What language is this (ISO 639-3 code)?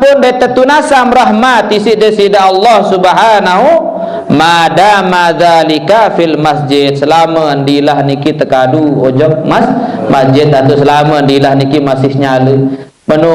sas